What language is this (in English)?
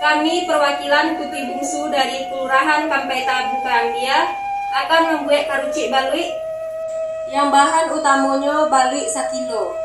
Minangkabau